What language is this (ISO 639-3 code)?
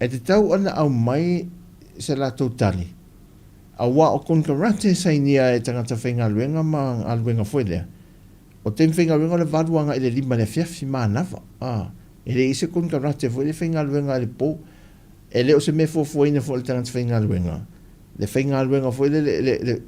smo